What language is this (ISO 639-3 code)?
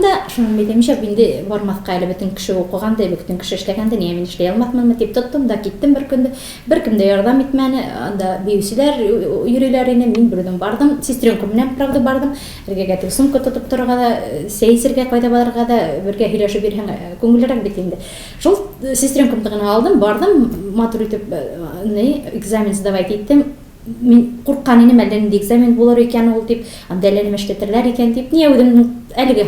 tat